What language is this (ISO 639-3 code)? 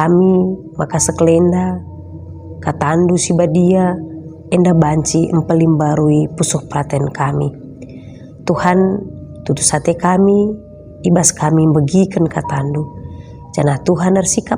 btx